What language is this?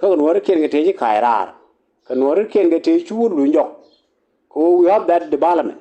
Nuer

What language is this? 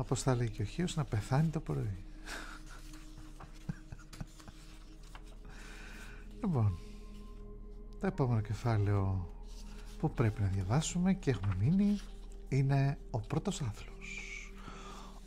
Greek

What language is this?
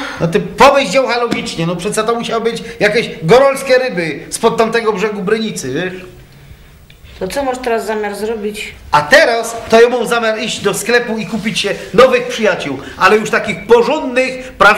Polish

